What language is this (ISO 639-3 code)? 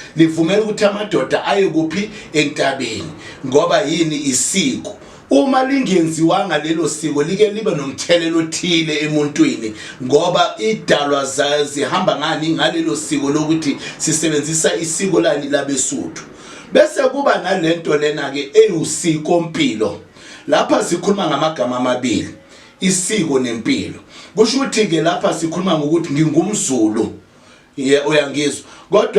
zul